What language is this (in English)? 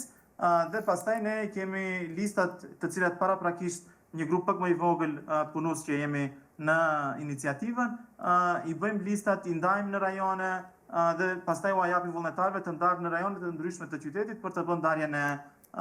Albanian